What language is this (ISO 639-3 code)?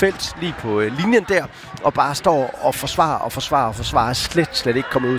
dan